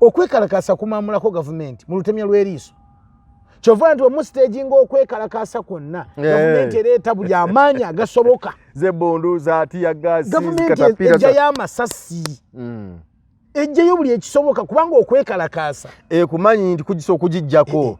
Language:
Ganda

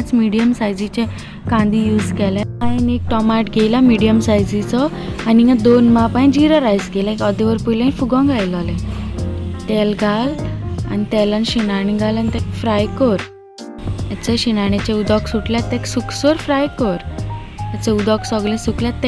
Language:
Konkani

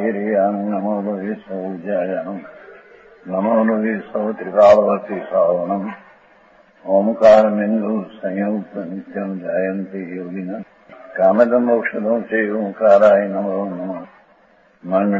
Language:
Gujarati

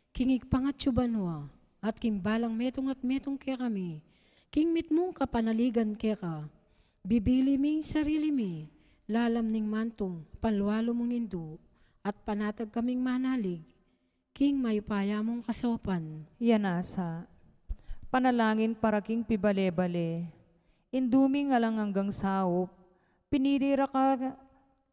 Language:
Pampanga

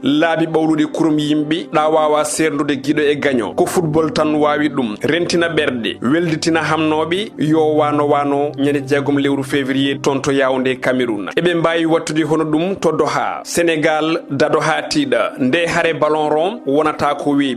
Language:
Fula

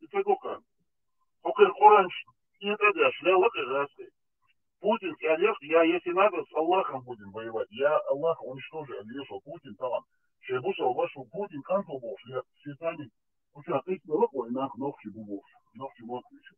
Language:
Chechen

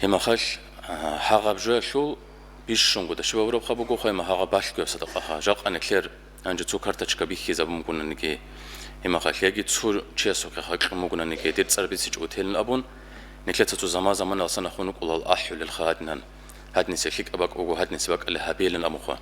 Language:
Avaric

